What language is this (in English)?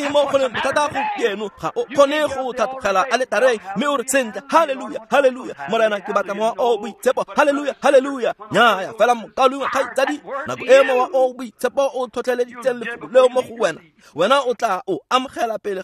Tswana